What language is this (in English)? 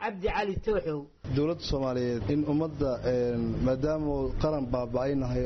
Somali